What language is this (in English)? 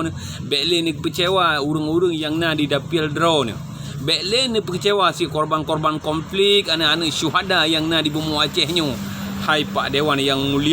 Achinese